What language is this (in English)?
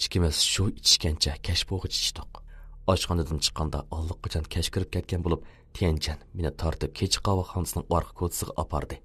Uyghur